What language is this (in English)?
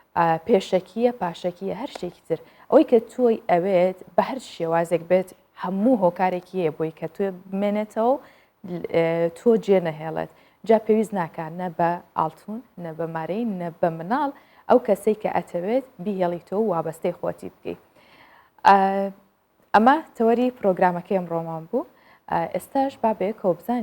Central Kurdish